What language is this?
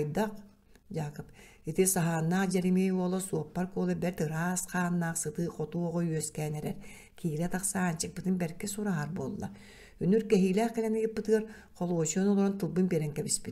Yakut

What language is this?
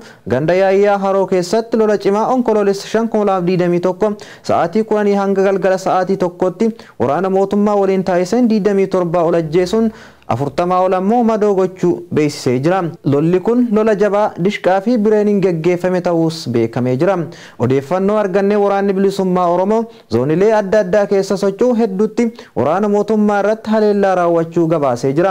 Oromo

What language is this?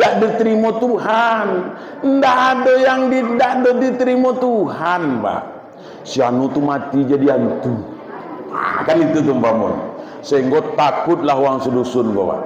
Minangkabau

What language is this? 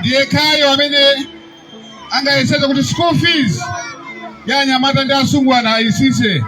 Nyanja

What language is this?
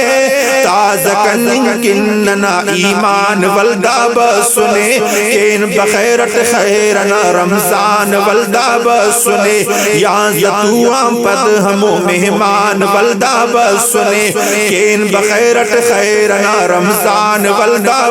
Brahui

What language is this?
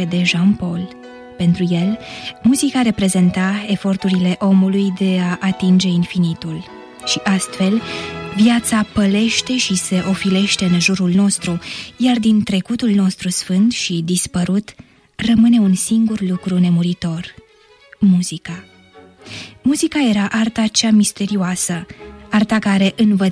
Romanian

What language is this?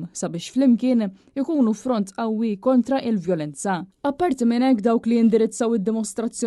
Maltese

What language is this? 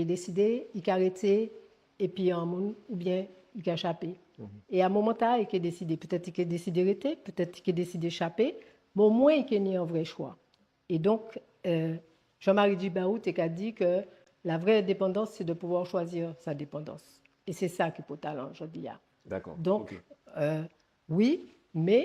Guadeloupean Creole French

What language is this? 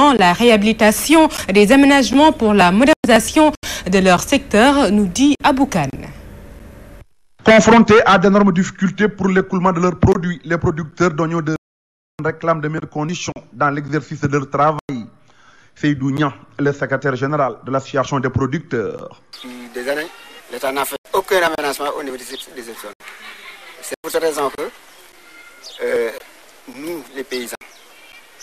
French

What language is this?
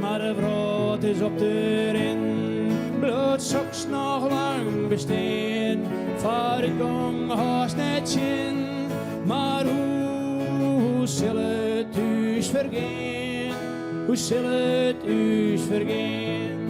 Western Frisian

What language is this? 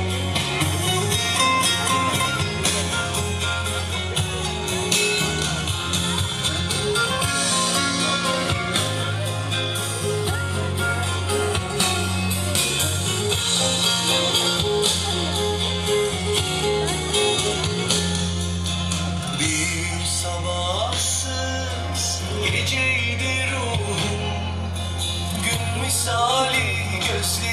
Turkish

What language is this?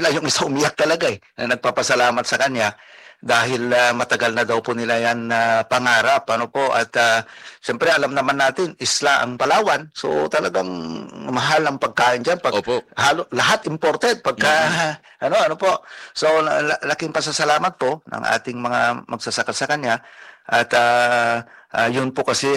Filipino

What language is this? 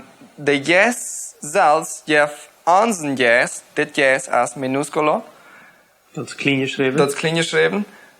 Plautdietsch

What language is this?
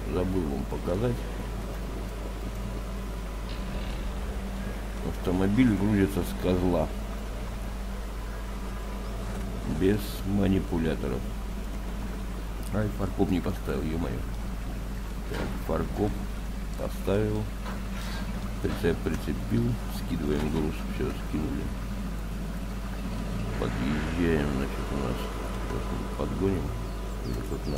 Russian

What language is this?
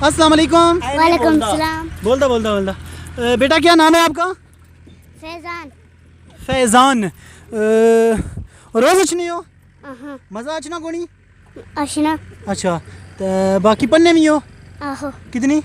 Pahari-Potwari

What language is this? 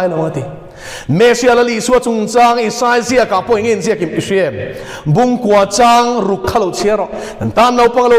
Mizo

